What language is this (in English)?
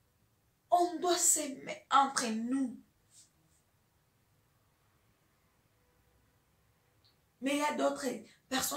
French